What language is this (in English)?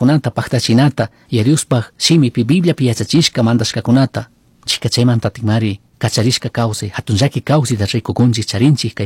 Chimborazo Highland Quichua